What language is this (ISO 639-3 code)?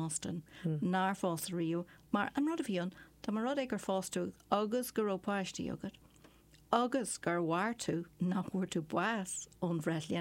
gle